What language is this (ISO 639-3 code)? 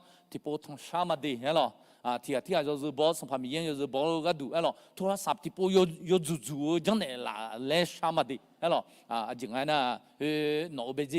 ahk